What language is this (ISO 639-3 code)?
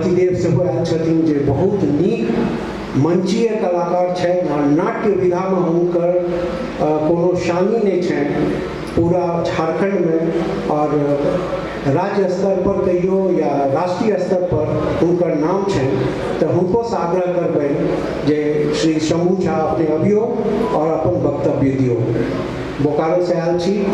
mai